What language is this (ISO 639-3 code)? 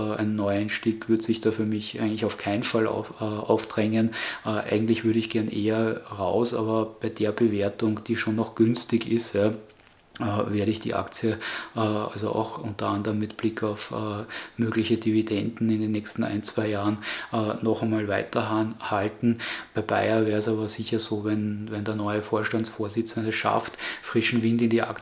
deu